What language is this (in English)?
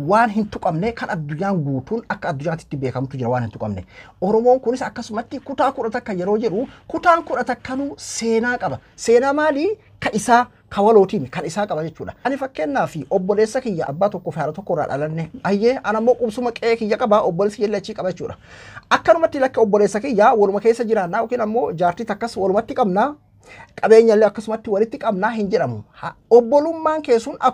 Oromo